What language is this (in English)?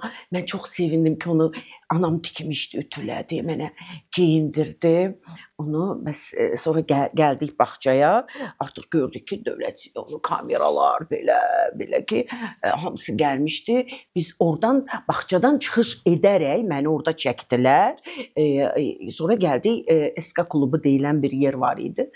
Azerbaijani